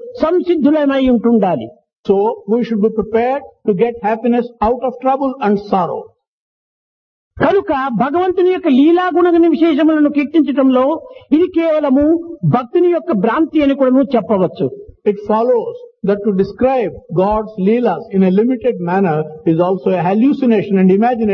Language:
Telugu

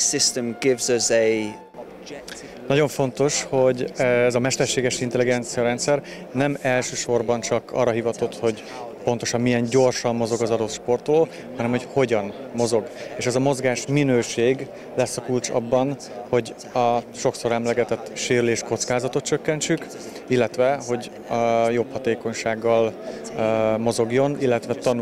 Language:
Hungarian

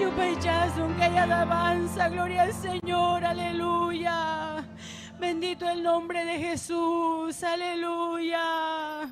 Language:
Ayacucho Quechua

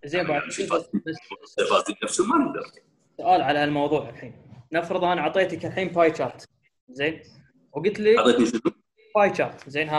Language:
Gulf Arabic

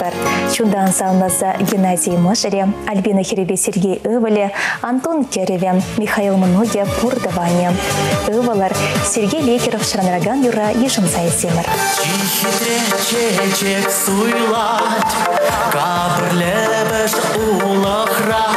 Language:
Chuvash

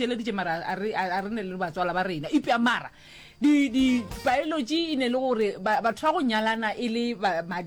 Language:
Northern Sotho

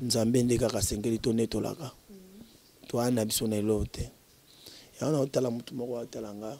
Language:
Lingala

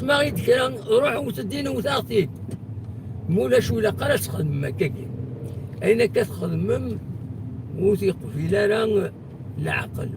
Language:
Kabyle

